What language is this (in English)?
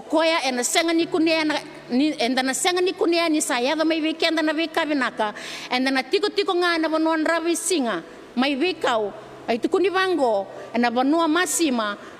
Fijian